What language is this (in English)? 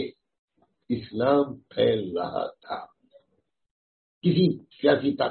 Urdu